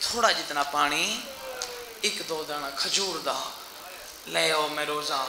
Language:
Saraiki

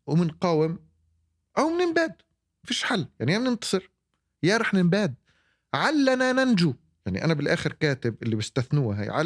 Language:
North Levantine Arabic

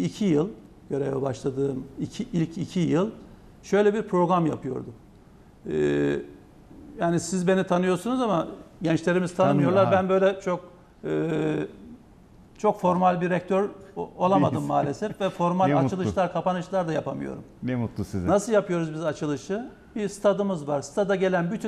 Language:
Turkish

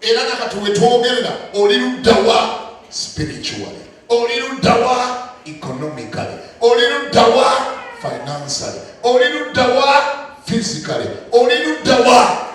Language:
Ganda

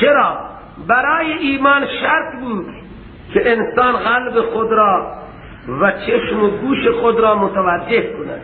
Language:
Persian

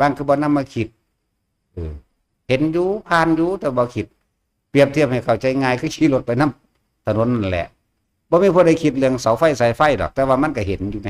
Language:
Northeastern Thai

